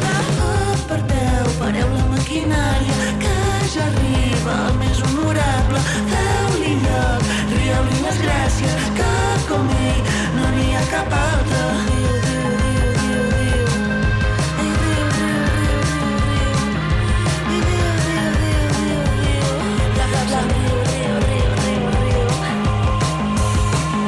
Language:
Catalan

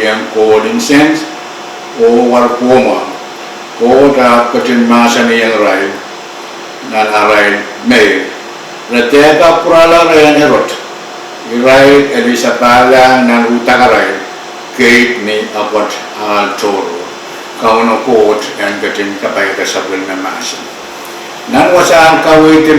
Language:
Pohnpeian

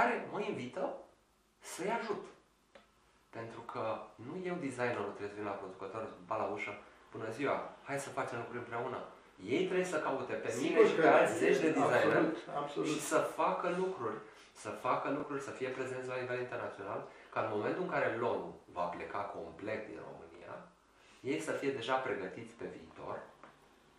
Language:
Romanian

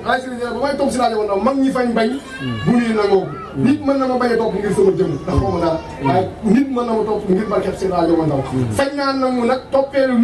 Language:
Wolof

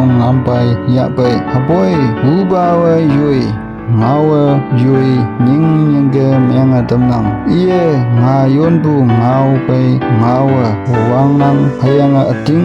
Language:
Konyak Naga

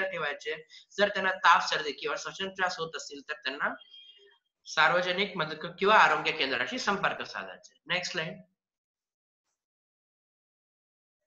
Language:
Marathi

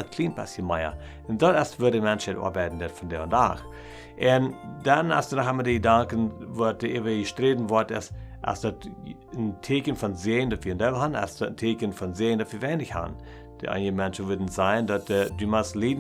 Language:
Plautdietsch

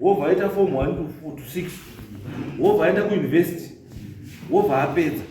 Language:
Shona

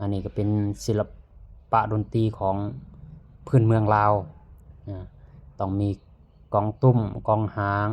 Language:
Lao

